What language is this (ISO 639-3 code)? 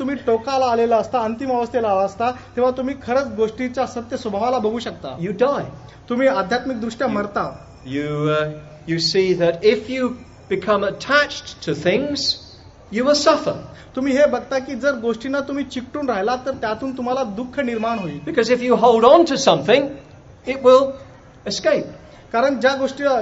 mar